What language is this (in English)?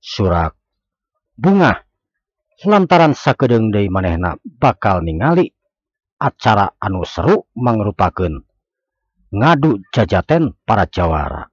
Sundanese